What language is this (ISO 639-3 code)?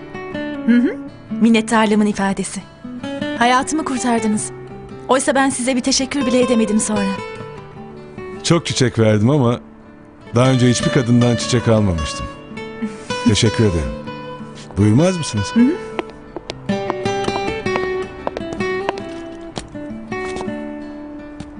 tur